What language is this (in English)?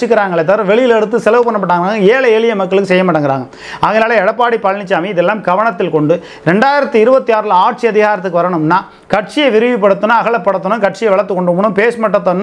Tamil